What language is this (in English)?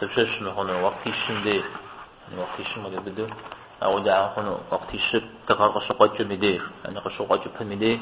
Kabardian